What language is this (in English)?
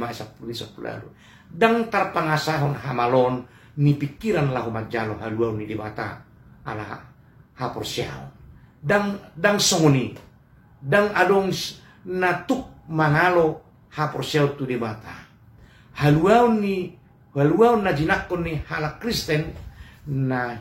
Batak Toba